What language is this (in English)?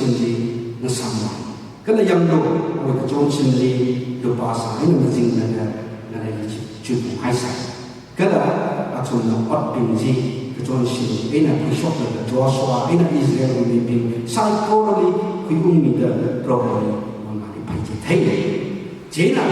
Tangkhul Naga (India)